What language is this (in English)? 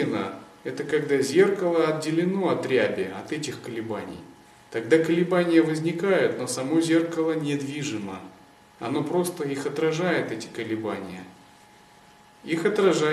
Russian